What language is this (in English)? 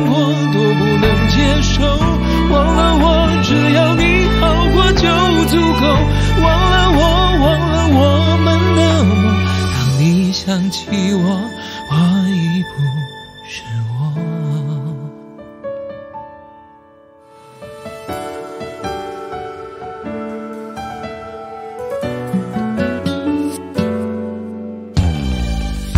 Chinese